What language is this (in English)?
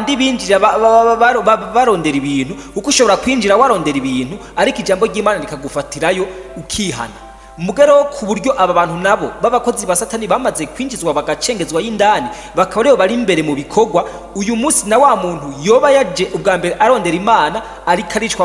Rundi